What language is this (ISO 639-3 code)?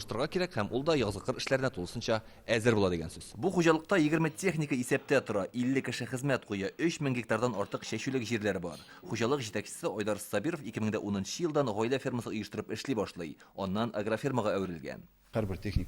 tat